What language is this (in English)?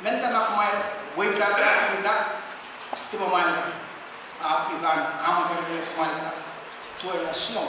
Pohnpeian